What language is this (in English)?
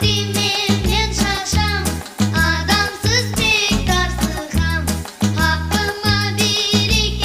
Crimean Tatar